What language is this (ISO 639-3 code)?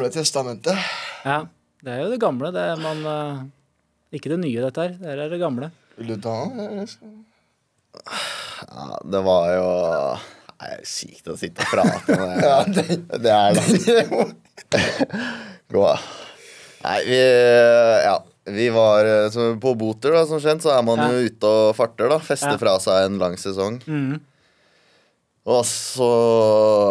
nor